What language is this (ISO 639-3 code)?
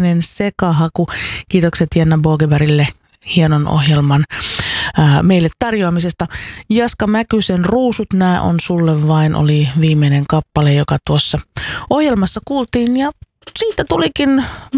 fin